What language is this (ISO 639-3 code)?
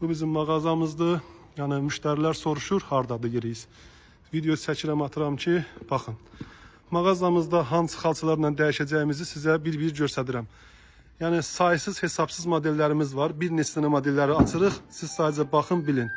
aze